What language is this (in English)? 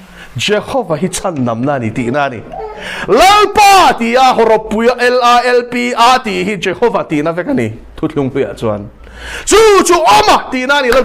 Mizo